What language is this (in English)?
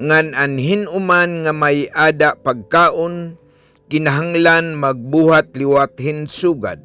Waray